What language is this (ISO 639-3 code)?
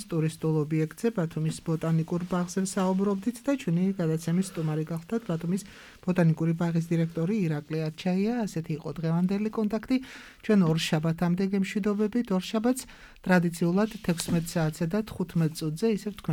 kat